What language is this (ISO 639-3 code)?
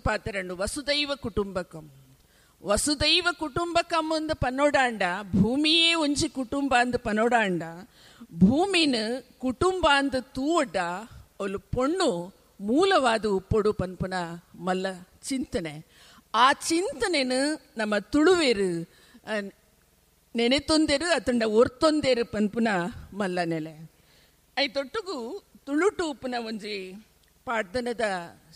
tcy